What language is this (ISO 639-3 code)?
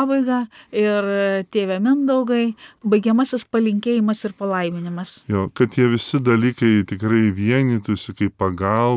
lit